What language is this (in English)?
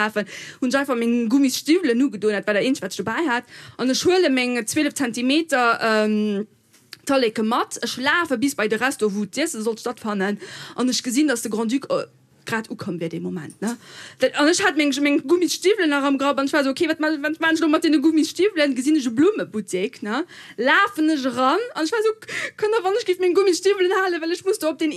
Luxembourgish